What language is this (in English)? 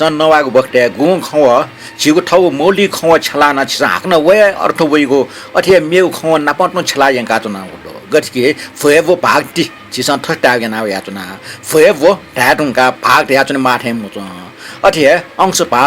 Newari